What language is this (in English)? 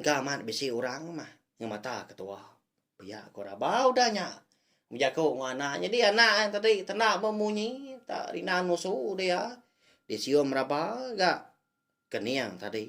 Iban